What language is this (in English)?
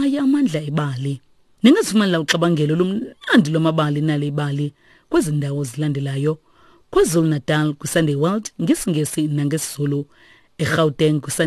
Xhosa